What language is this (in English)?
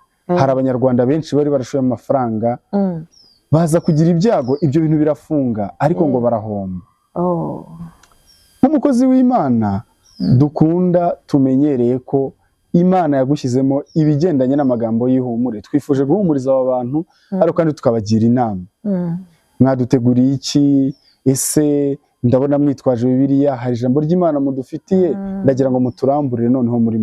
Kinyarwanda